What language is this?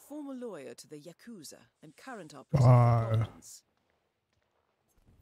English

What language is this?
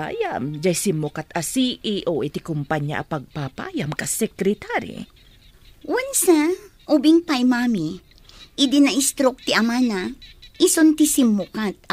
Iloko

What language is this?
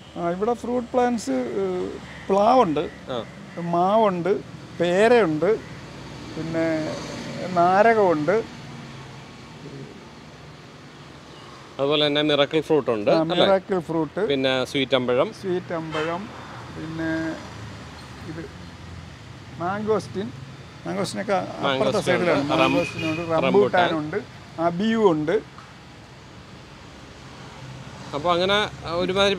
Malayalam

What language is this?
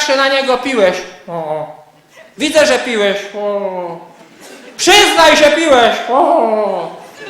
Silesian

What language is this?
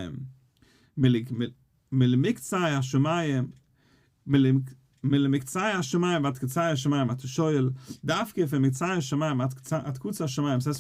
Yiddish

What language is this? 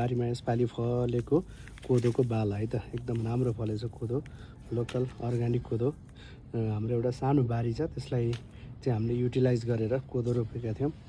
Nepali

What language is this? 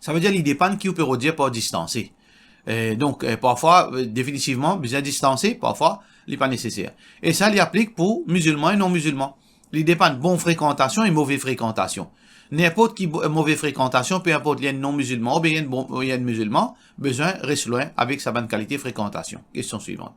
Morisyen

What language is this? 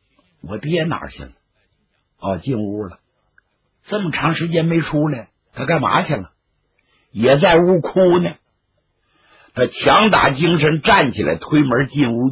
Chinese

